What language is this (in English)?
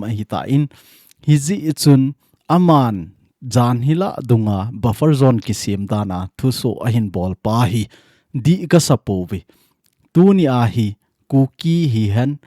Thado Chin